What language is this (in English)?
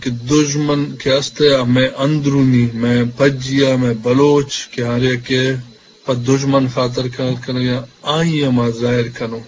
Eastern Balochi